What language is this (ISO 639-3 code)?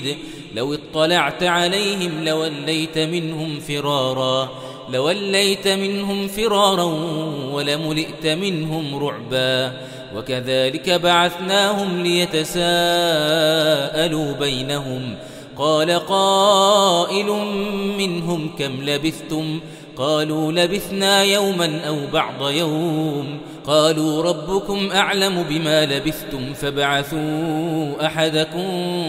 ara